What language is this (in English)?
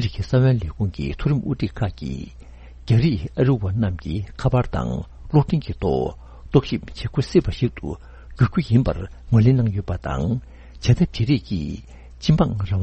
Tibetan